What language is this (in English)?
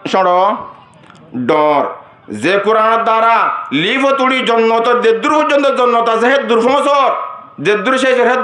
Rohingya